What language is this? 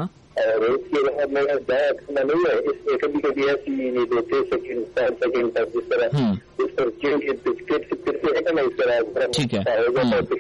Urdu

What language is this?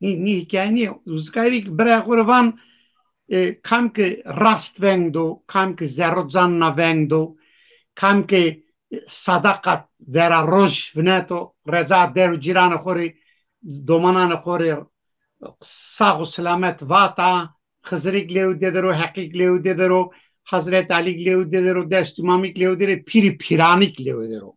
Zaza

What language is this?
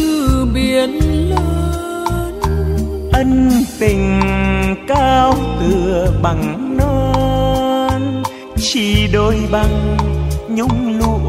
Vietnamese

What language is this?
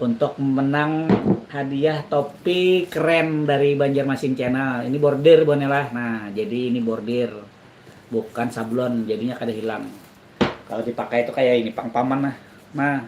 Banjar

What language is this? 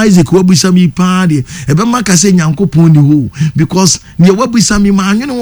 Akan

